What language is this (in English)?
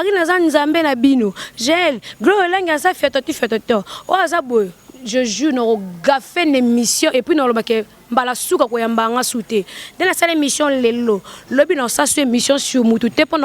Lingala